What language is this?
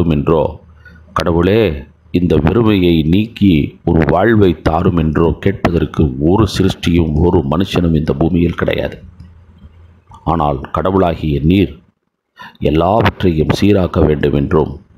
Tamil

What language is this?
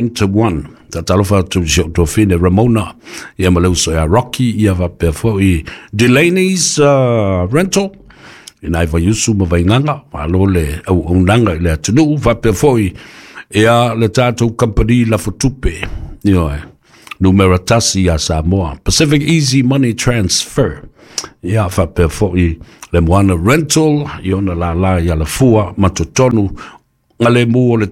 Samoan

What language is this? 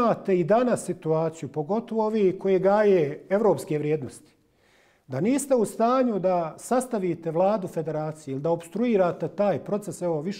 Bosnian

